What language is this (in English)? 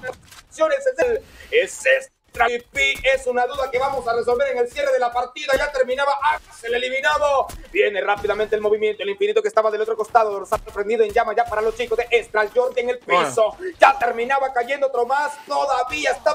Spanish